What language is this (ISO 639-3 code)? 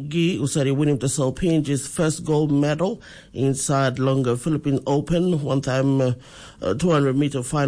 tpi